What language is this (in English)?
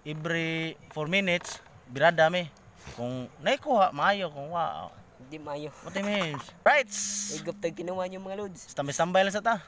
Cebuano